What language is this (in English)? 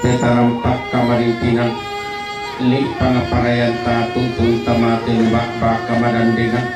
Toraja-Sa'dan